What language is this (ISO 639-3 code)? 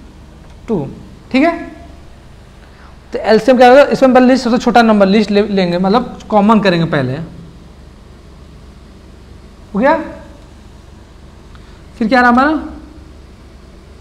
hin